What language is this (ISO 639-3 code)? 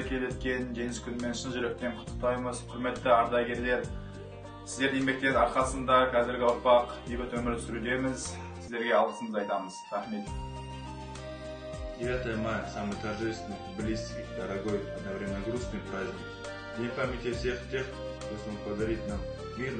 kaz